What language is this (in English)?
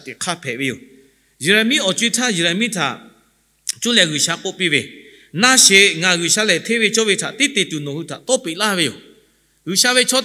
Lahu